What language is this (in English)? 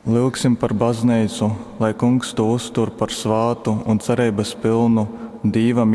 Latgalian